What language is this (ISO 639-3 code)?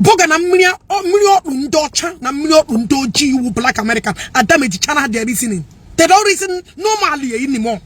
ibo